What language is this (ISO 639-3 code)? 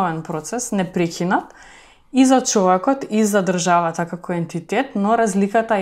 mkd